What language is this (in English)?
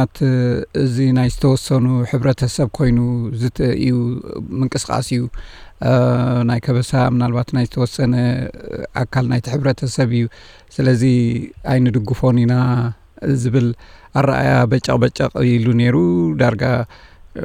Tigrinya